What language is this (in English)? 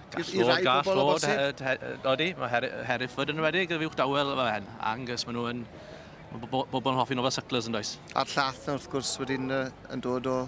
Welsh